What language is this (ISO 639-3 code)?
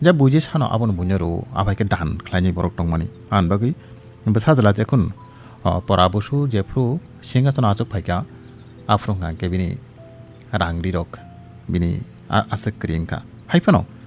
trp